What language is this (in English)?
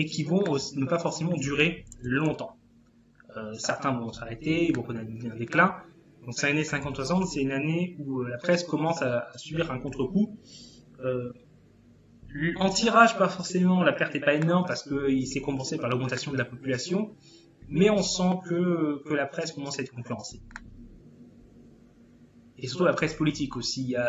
French